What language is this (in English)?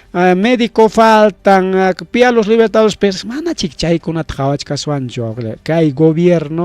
Ayacucho Quechua